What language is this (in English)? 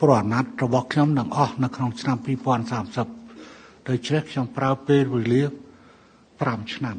Khmer